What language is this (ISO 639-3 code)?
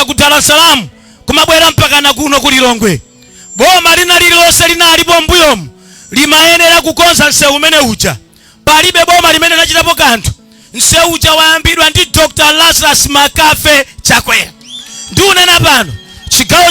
nya